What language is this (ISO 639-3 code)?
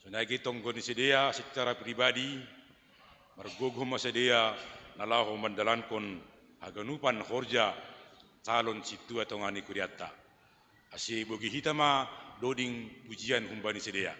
bts